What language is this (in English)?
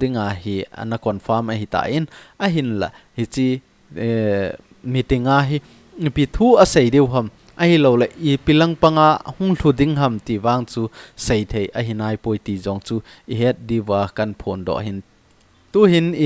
Thado Chin